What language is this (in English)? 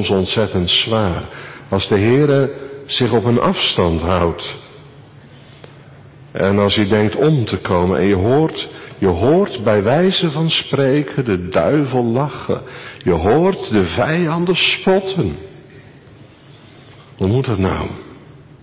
Dutch